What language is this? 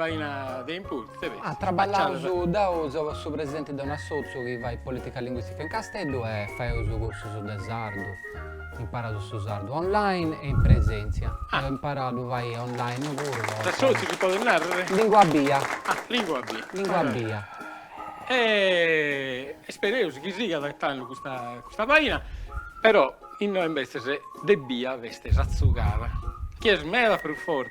Sardinian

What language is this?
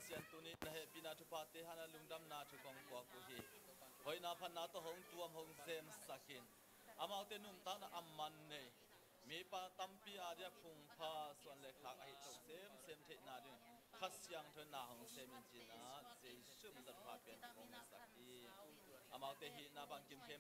Tedim Chin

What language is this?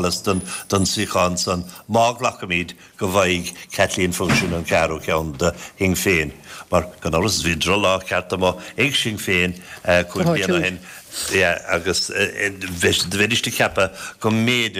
Irish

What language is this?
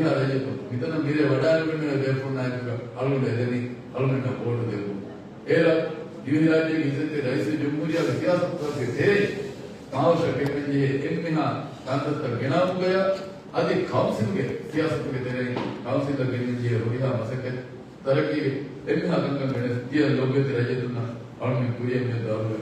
Divehi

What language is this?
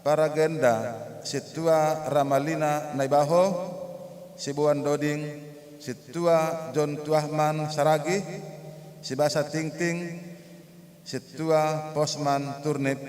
Batak Simalungun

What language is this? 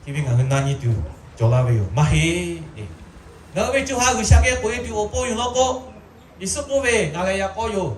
Lahu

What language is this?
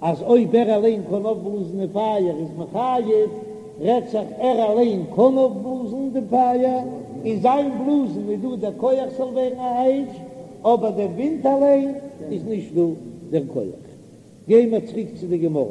Yiddish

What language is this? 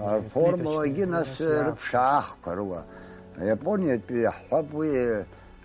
Abkhazian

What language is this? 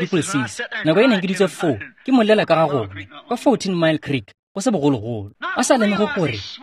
Tswana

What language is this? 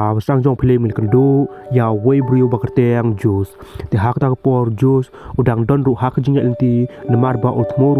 Khasi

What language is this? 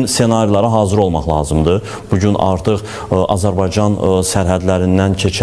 Azerbaijani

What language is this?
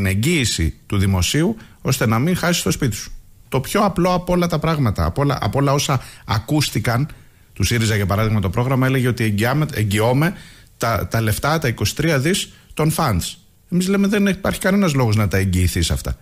Greek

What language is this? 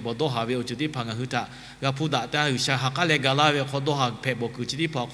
Lahu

